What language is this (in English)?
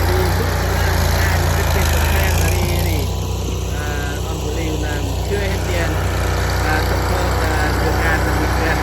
Central Mnong